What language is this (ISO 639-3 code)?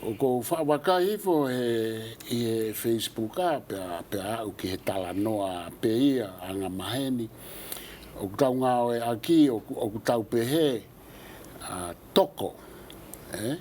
ton